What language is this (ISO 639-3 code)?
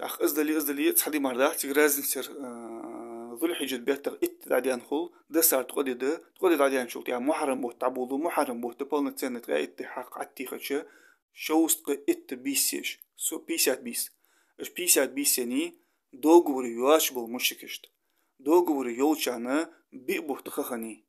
inh